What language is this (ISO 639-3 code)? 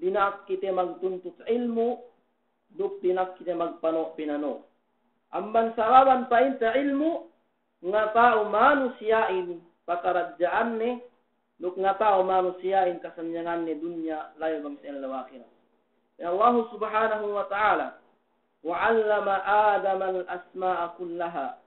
yka